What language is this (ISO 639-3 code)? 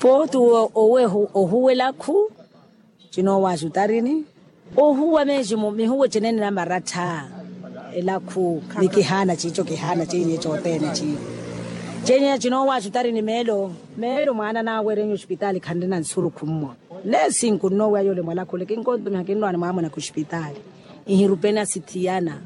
vmw